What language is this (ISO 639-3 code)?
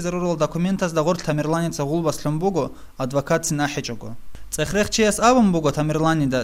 ava